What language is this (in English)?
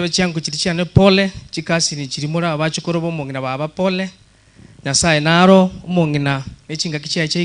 Gusii